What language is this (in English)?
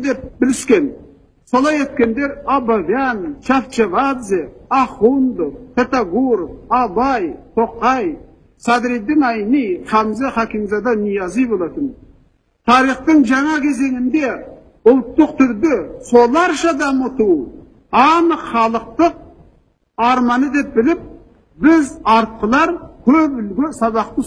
Kazakh